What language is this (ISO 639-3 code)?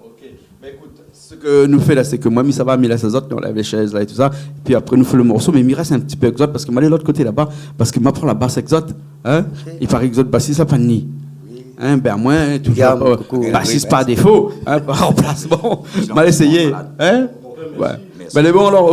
rcf